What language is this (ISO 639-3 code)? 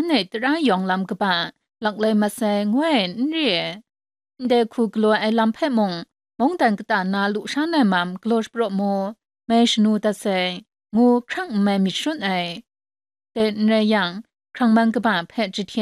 kac